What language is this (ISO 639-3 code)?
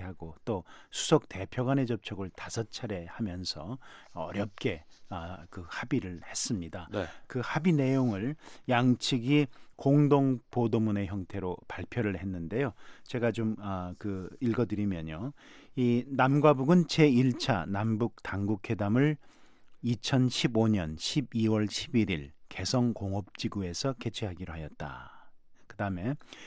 kor